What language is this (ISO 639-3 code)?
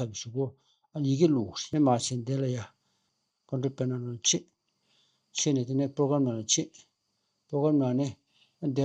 bod